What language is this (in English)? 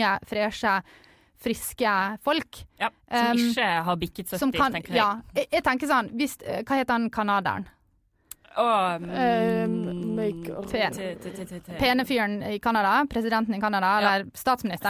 Norwegian